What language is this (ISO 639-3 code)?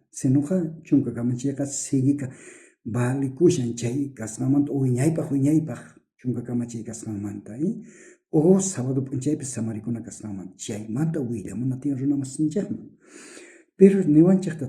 quh